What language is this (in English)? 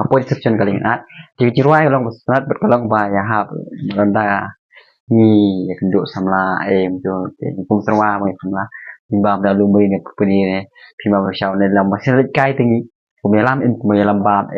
Khasi